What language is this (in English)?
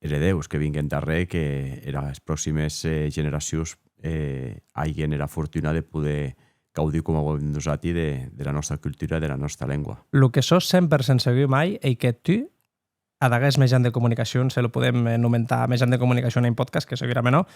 Occitan